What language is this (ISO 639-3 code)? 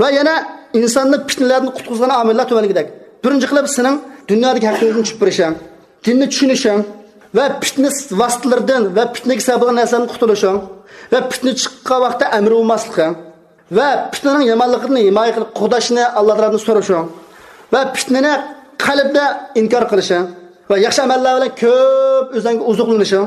uig